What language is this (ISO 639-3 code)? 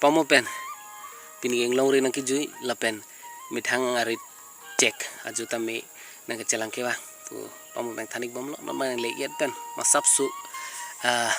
mjw